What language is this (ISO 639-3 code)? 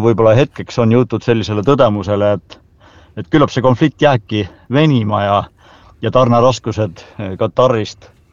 est